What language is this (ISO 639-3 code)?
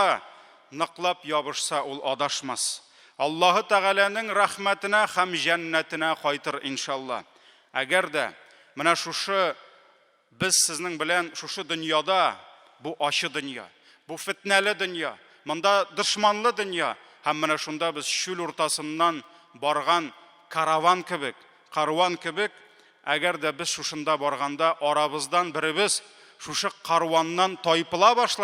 tat